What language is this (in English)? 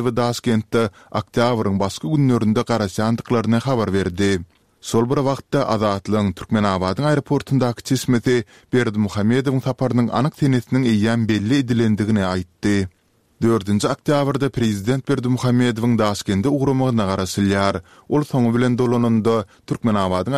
Turkmen